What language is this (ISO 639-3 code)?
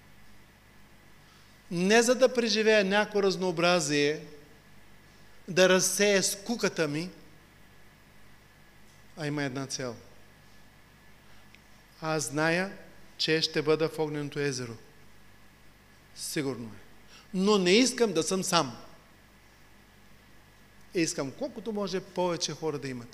bul